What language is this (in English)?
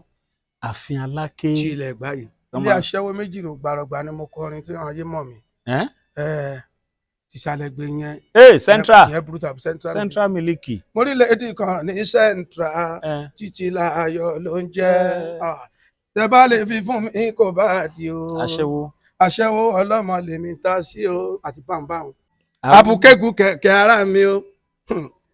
Yoruba